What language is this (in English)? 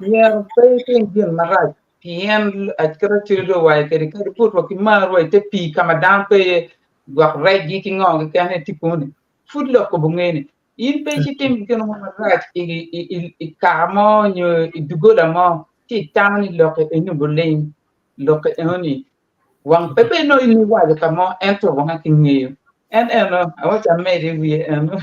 Acoli